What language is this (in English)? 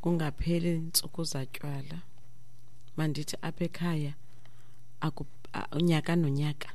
Xhosa